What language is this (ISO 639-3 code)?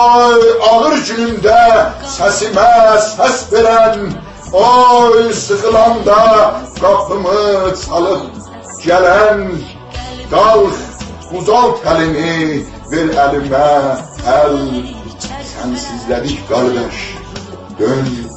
azb